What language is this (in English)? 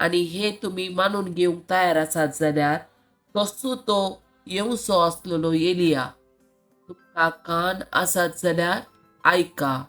Konkani